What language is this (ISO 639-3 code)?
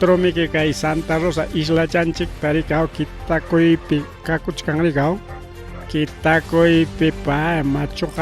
quy